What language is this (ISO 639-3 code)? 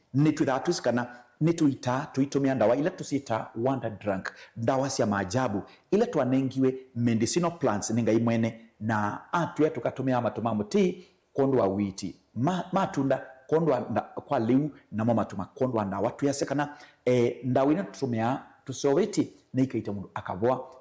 kam